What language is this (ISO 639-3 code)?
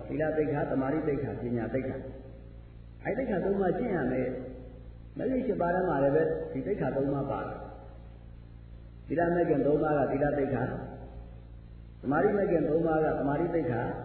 mya